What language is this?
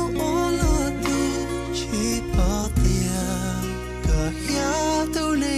Hmong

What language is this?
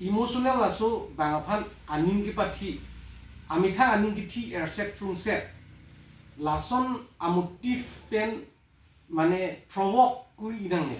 Karbi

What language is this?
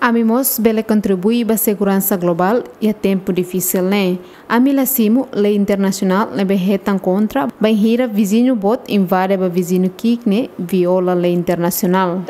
Tetum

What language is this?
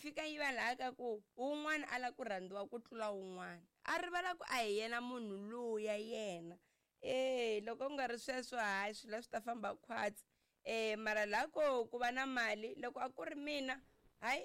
Tsonga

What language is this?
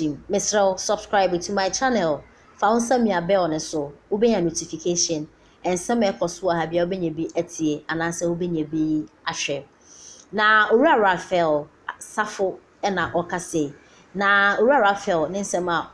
Akan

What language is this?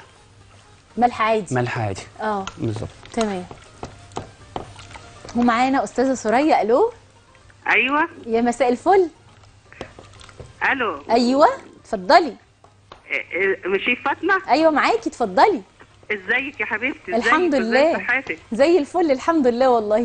Egyptian Arabic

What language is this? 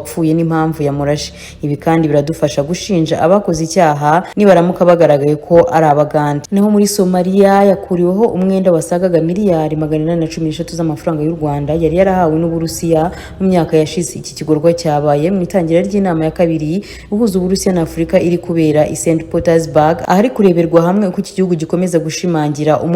Kinyarwanda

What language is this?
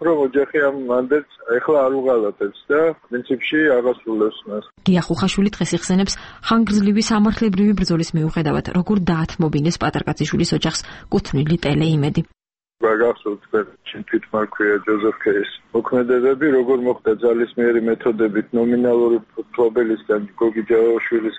Georgian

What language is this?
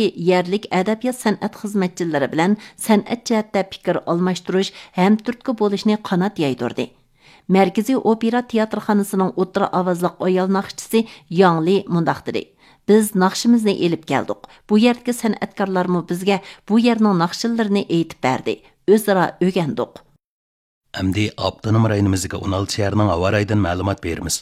Uyghur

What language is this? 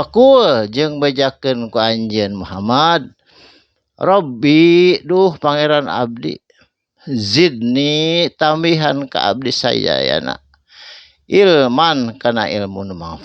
Sundanese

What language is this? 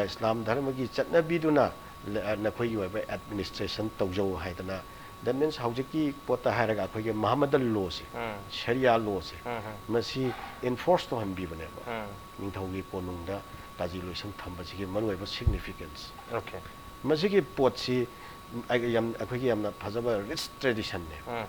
Manipuri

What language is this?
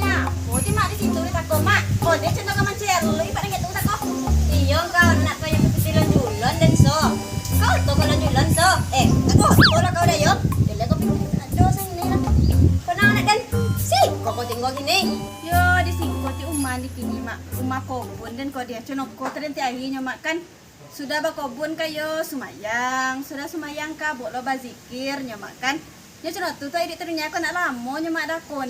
Minangkabau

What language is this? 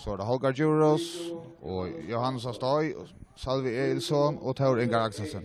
Faroese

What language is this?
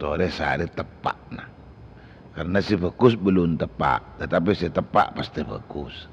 Madurese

